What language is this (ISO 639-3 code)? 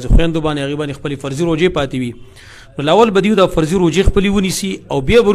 pus